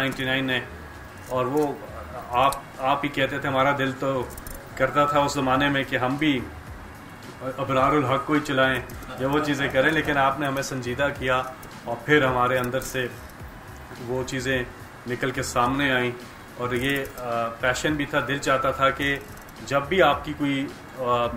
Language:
Urdu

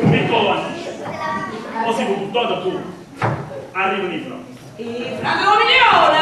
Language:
Neapolitan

